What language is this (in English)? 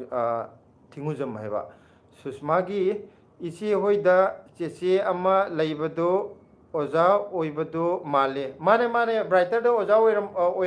Manipuri